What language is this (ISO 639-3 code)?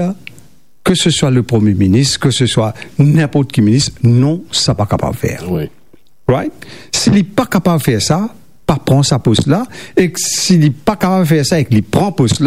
mfe